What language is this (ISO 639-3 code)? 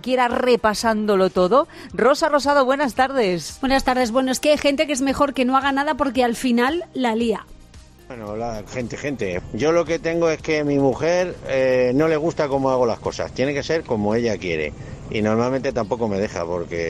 spa